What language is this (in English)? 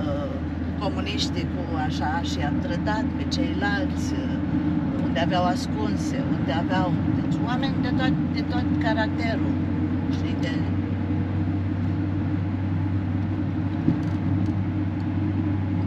Romanian